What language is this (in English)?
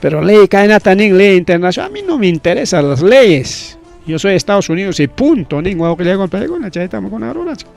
Ayacucho Quechua